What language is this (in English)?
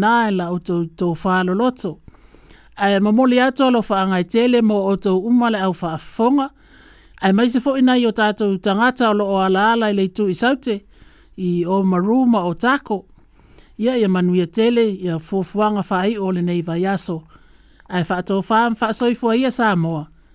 Samoan